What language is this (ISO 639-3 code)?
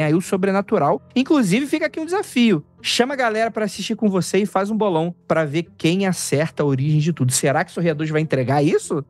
por